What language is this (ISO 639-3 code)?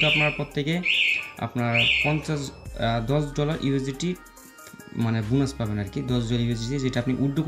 ben